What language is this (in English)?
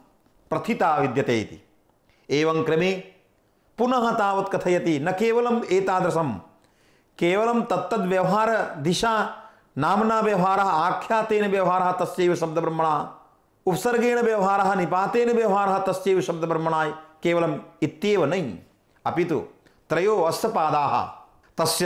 Sanskrit